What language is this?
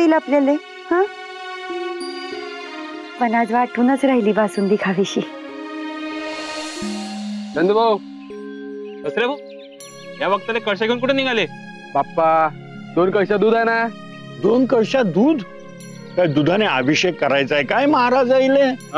Marathi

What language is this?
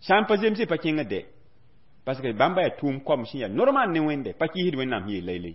Mossi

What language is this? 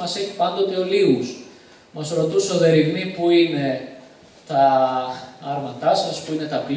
Greek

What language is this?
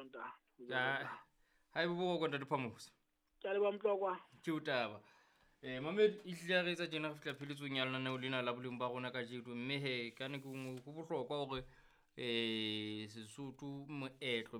Southern Sotho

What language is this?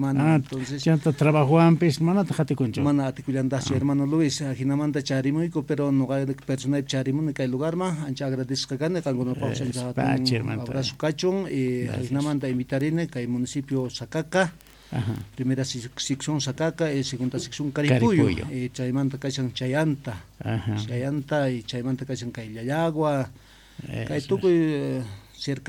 South Bolivian Quechua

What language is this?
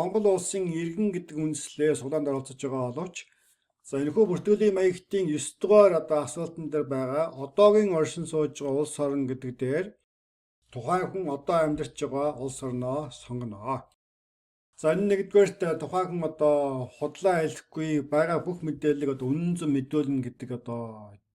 Mongolian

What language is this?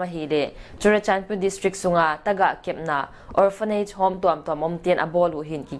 Paite Chin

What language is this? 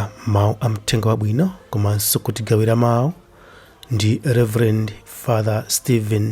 Nyanja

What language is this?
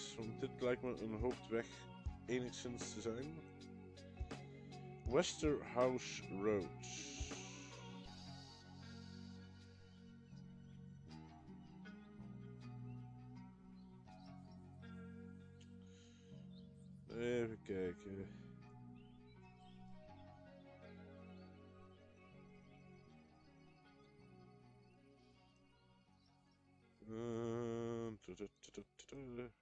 Dutch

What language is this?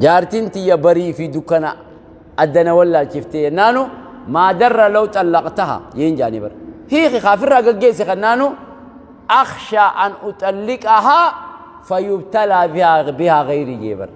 Oromo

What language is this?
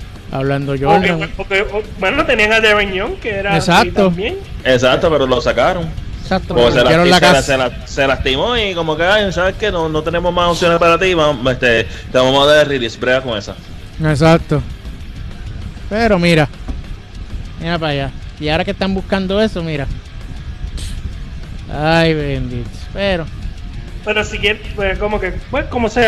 Spanish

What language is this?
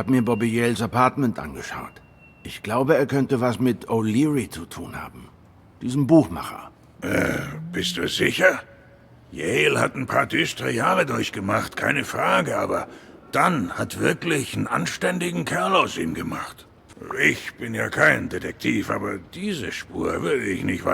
Swiss German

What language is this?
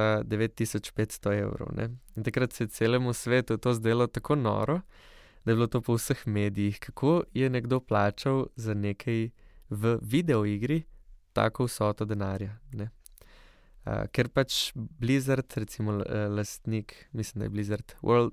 Slovenian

